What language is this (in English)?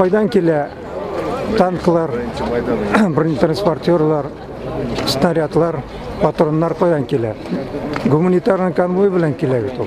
Tatar